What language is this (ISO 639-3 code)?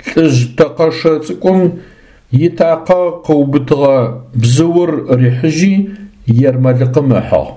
ady